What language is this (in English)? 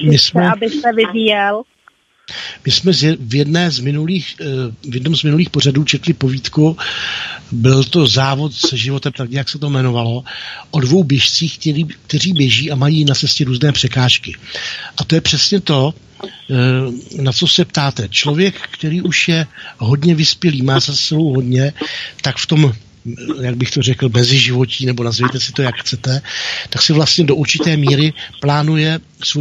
Czech